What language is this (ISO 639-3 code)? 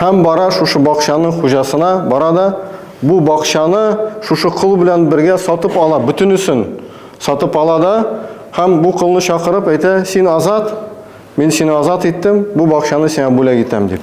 tat